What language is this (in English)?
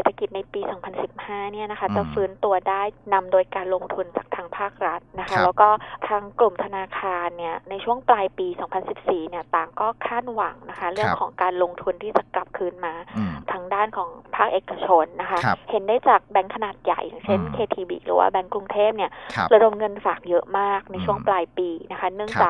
Thai